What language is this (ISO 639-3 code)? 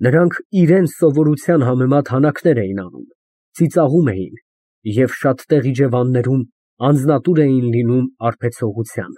hye